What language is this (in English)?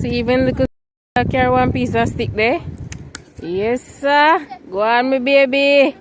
Jamaican Creole English